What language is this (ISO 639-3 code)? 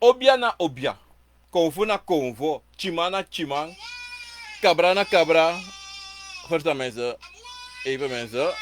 srn